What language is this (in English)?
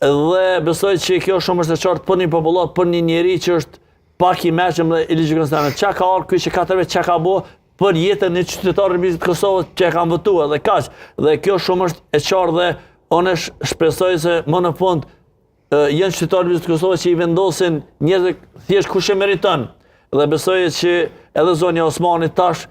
Albanian